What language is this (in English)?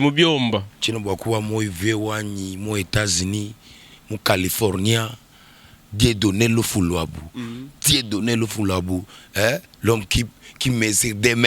Luba-Lulua